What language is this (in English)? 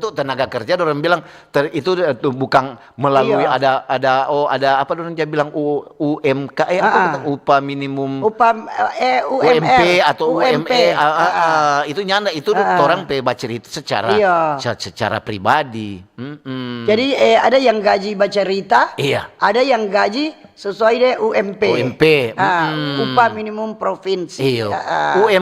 Manado Malay